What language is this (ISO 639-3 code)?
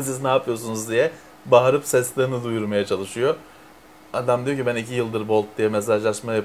tur